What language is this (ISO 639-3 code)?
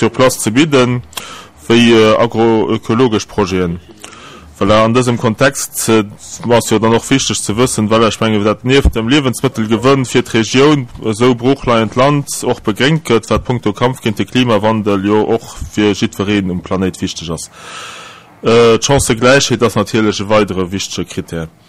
ltz